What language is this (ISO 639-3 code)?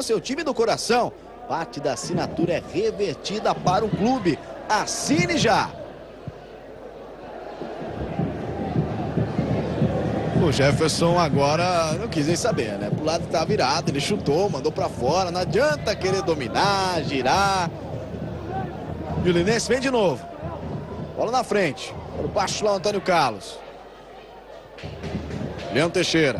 por